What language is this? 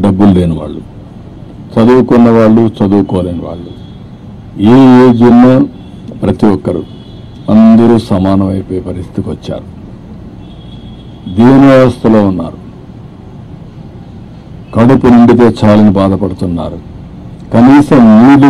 Telugu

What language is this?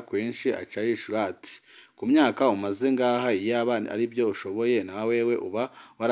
Rundi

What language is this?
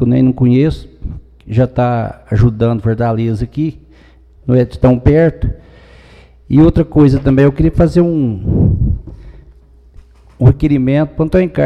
Portuguese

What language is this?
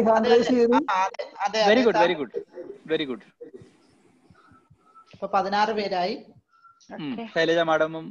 Malayalam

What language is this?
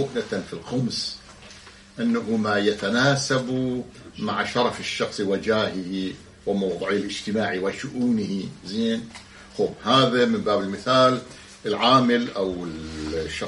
Arabic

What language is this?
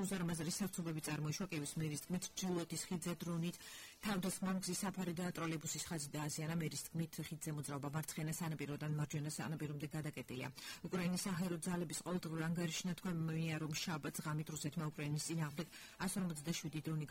Georgian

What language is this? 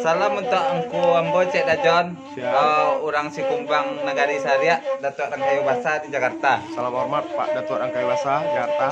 Minangkabau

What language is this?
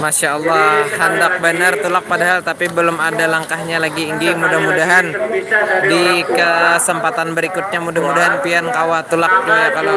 Banjar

